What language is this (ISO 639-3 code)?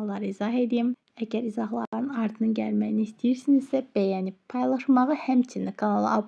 aze